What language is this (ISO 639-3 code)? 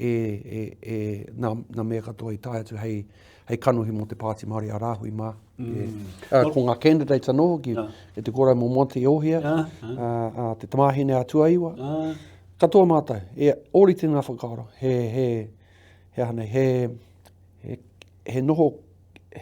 mri